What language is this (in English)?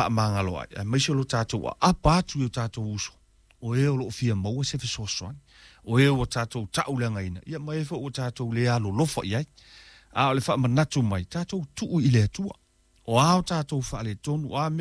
Samoan